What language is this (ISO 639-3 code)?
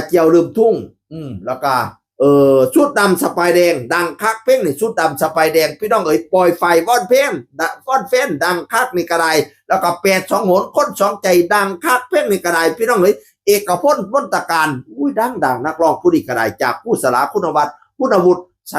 tts